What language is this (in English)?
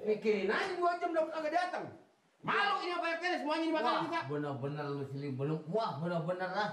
Betawi